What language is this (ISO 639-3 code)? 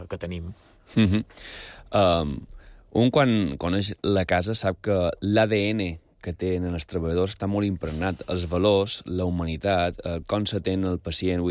cat